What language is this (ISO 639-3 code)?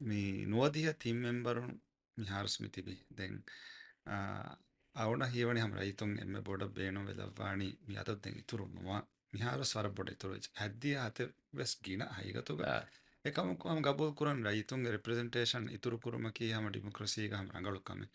div